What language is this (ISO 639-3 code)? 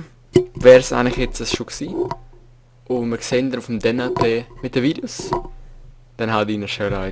gsw